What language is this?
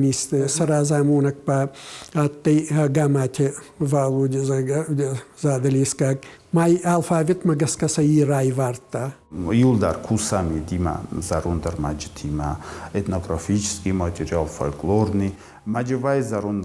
Ossetic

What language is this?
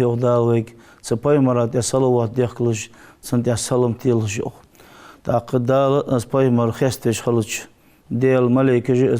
Ingush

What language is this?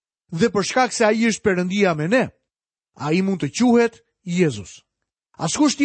Albanian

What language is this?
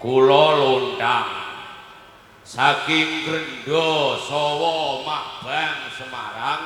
Javanese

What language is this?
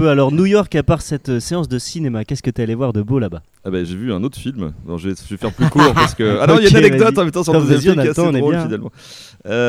French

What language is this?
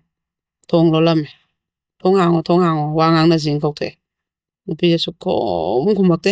Manipuri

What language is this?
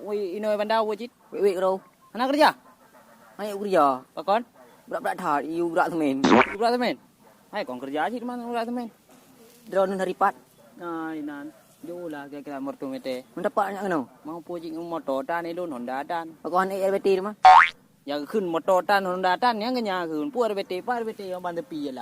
Achinese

